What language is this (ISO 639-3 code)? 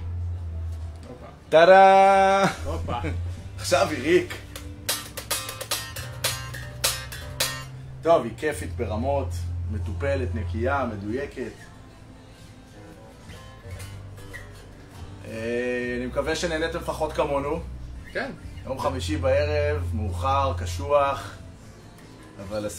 heb